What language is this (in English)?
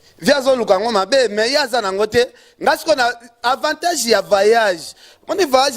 Lingala